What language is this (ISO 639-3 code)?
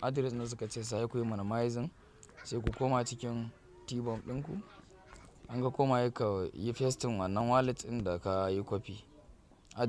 hau